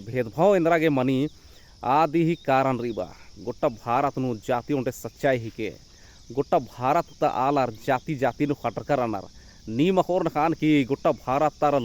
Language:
Kurukh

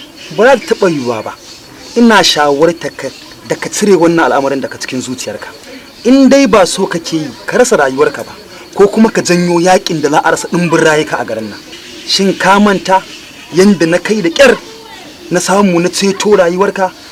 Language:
Hausa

